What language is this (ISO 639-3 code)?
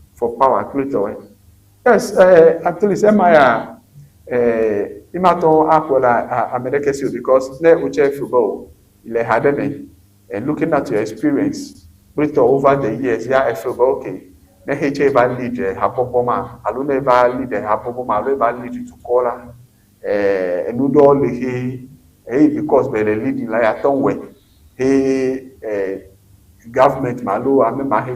ewe